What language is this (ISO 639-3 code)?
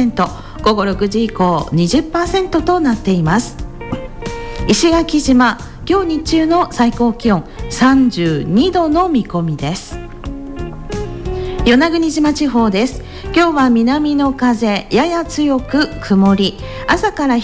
jpn